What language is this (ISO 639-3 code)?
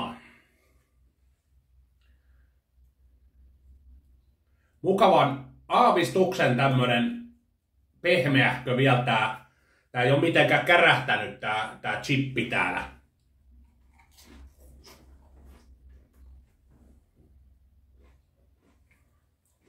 fin